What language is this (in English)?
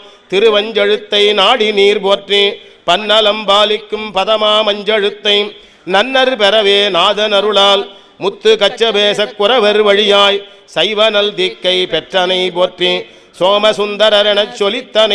Tamil